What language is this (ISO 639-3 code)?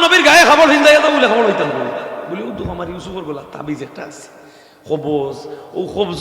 syl